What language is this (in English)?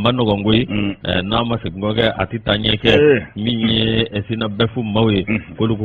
Bambara